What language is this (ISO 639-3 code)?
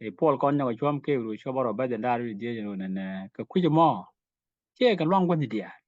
nus